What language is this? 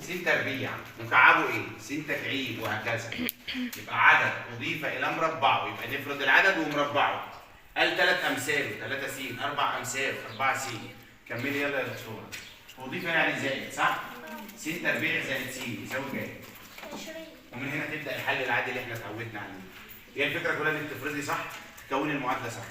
Egyptian Arabic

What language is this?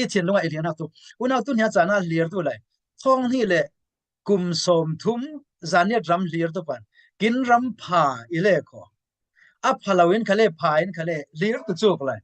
Falam Chin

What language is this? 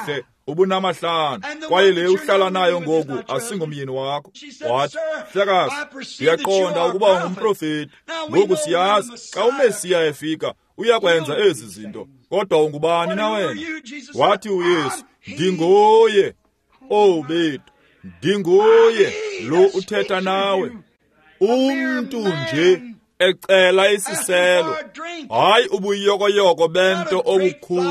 Xhosa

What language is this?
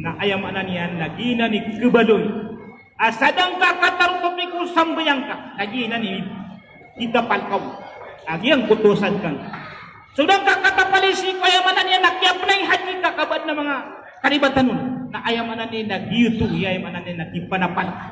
Maranao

